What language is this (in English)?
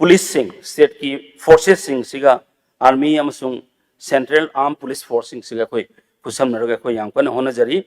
Manipuri